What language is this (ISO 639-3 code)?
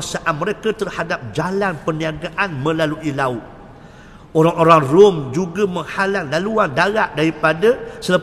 msa